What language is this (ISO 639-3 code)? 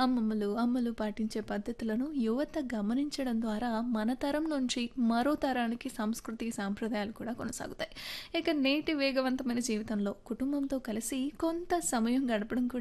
tel